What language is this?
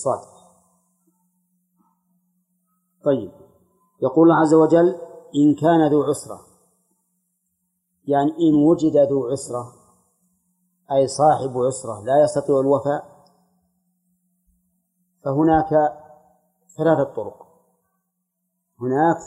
Arabic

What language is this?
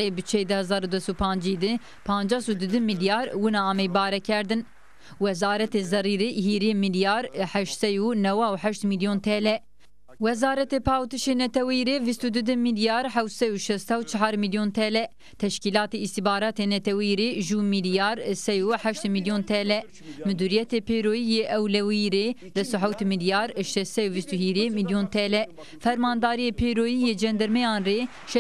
Zaza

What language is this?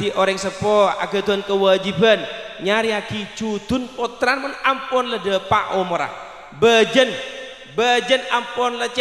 Madurese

